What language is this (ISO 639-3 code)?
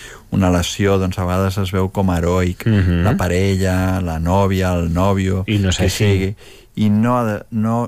cat